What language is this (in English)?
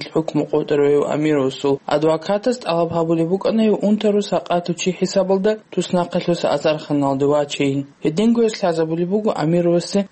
Avaric